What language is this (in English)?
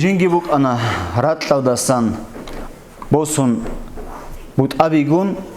Avaric